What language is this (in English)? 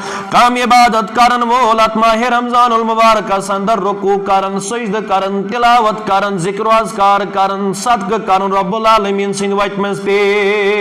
Kashmiri